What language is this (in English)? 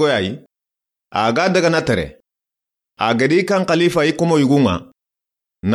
Soninke